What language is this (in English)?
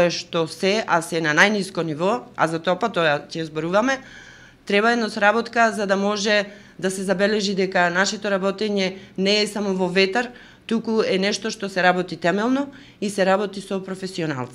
Macedonian